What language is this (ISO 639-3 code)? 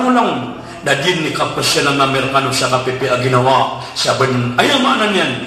mrw